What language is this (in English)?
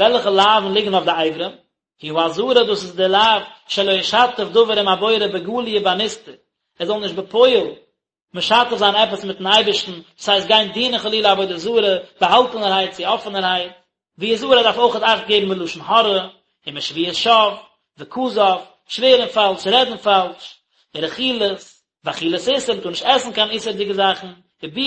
Yiddish